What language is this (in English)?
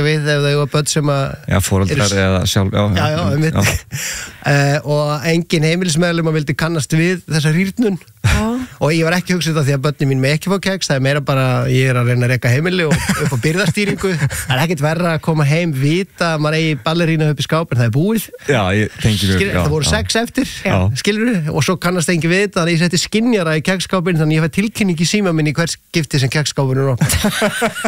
Icelandic